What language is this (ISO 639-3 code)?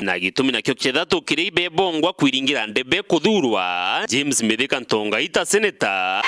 mer